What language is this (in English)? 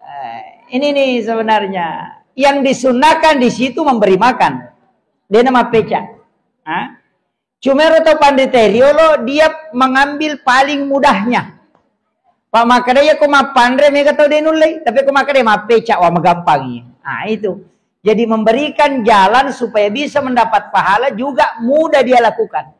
Buginese